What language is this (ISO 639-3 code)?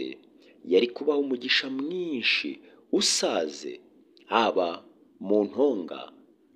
kin